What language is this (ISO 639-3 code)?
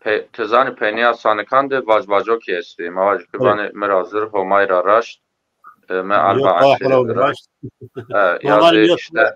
zza